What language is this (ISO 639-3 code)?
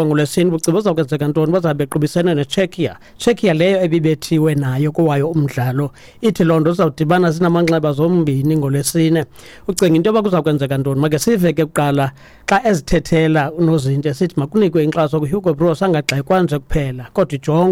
xho